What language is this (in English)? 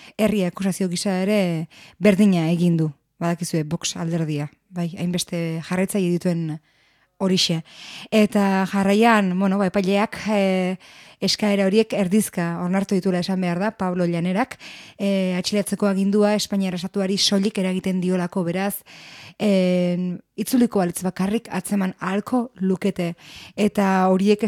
Basque